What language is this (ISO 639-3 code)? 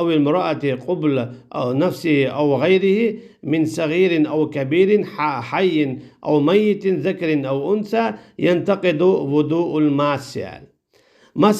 che